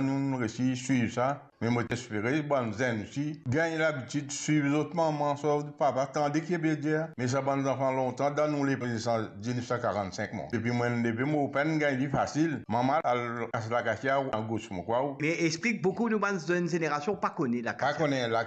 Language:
Morisyen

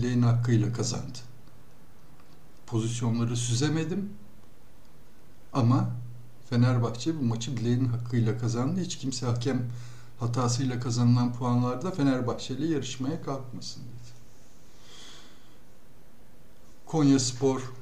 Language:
Turkish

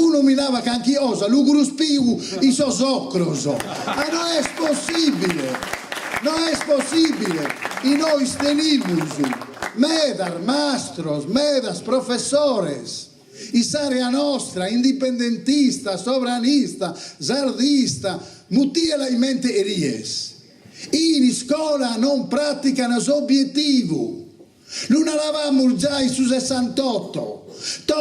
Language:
Sardinian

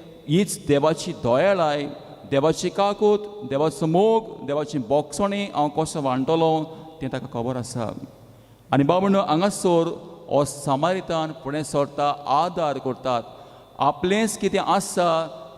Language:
Konkani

